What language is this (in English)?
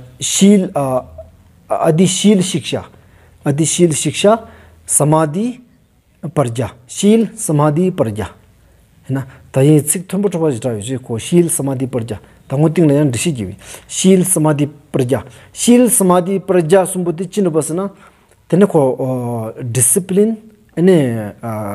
Stod Bhoti